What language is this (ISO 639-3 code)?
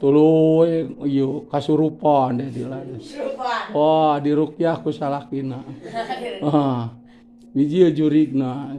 sun